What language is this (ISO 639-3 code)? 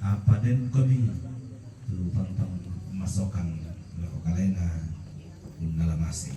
sda